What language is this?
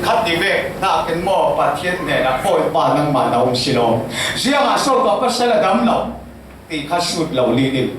Falam Chin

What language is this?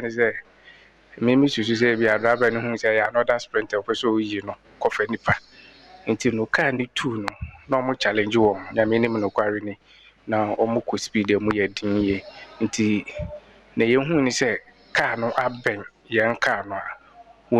Akan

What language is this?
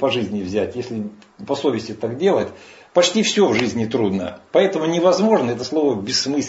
Russian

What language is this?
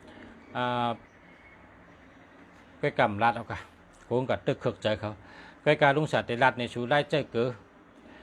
Shan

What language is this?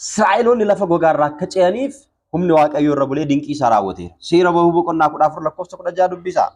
Oromo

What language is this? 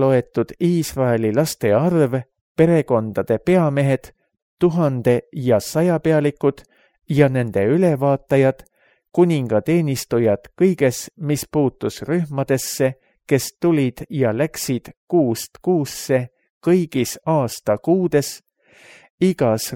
Estonian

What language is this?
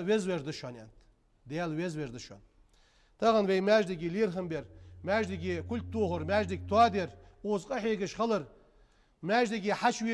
Ingush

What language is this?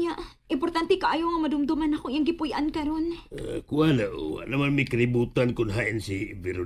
Cebuano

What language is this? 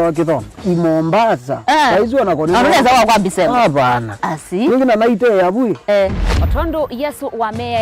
Kamba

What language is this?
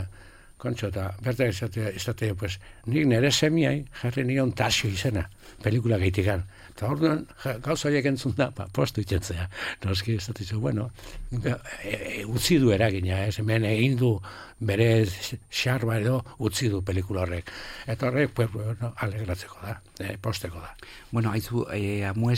Basque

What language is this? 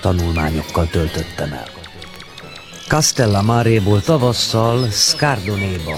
Hungarian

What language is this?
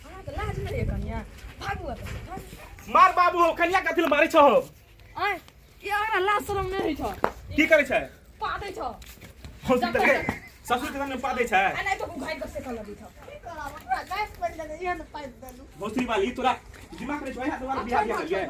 Maithili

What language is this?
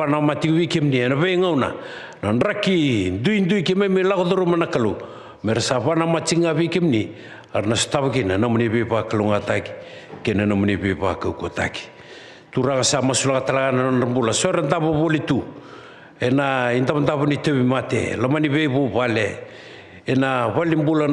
Fijian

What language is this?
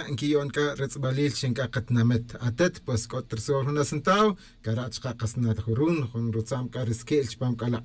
Tz'utujil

